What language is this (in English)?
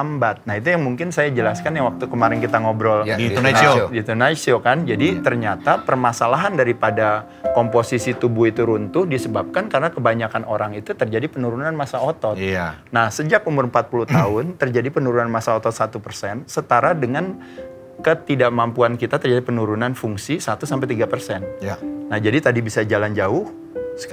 Indonesian